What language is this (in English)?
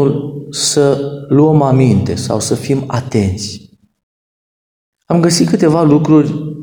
Romanian